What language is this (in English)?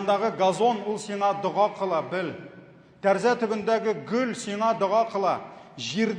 Tatar